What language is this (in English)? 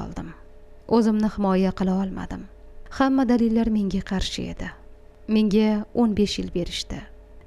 Uzbek